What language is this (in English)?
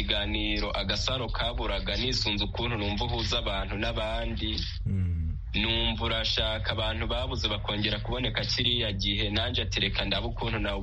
Kinyarwanda